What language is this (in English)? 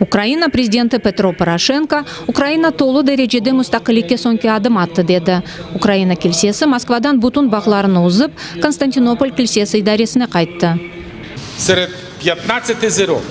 Crimean Tatar